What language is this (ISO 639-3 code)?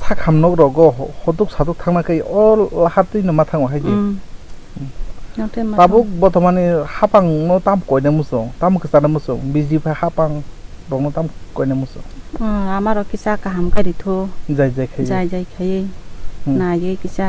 trp